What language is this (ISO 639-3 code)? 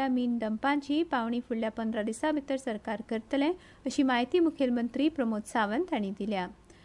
kok